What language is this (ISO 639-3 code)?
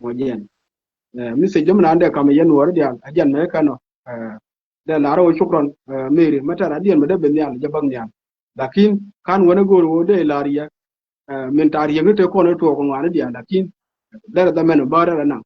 nus